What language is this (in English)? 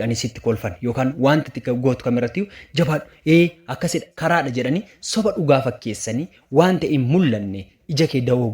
Oromo